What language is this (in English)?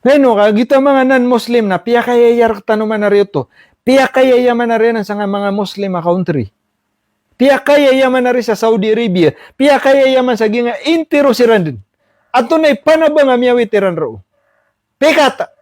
Maranao